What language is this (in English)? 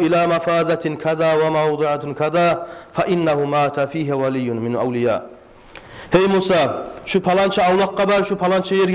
Kumyk